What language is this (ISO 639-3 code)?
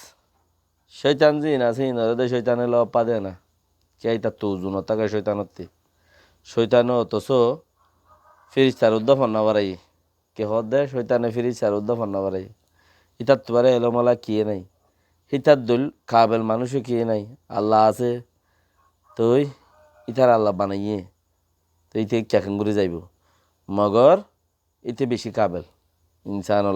rhg